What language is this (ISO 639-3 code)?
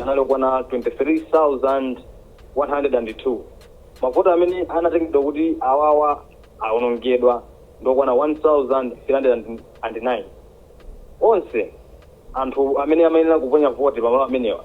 nya